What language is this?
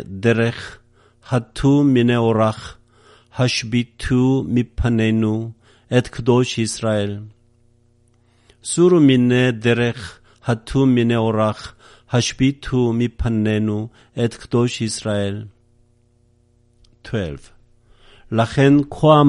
Hebrew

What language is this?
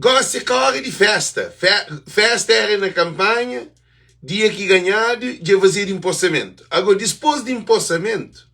Kabuverdianu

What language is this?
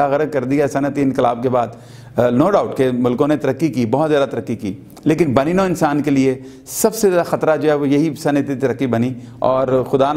Urdu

